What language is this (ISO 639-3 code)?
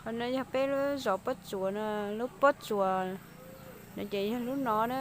hmn